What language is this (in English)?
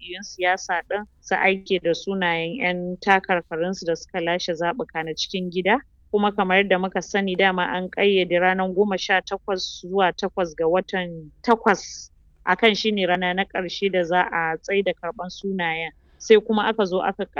Hausa